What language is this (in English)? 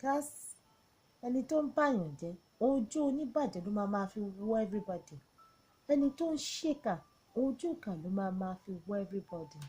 Yoruba